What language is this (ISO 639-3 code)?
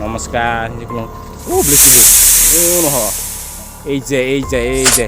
trp